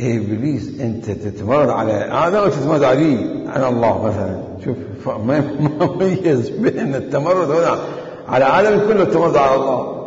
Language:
Mesopotamian Arabic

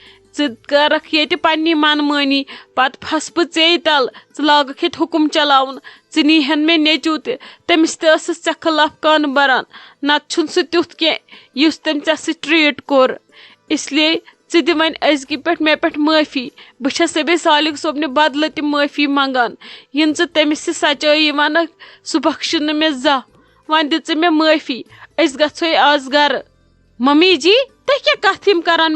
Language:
Kashmiri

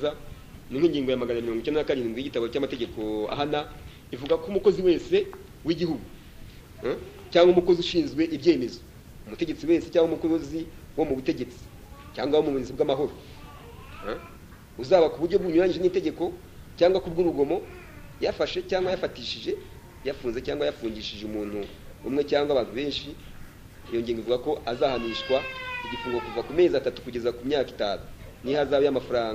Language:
Kinyarwanda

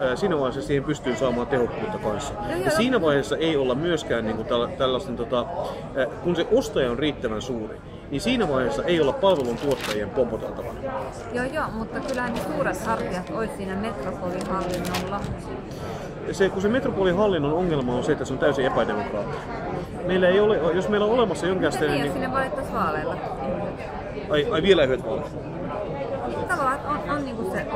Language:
Finnish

